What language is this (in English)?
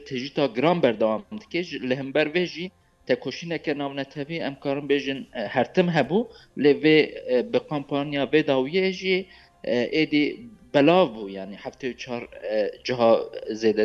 Kurdish